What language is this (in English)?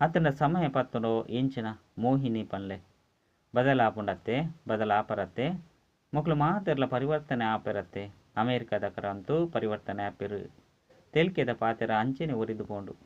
Tulu